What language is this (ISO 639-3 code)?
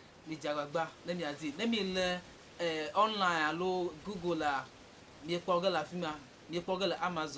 ewe